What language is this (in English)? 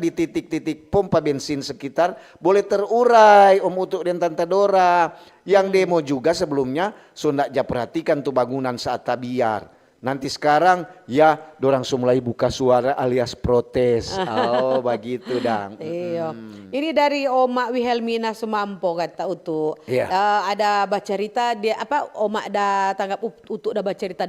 Manado Malay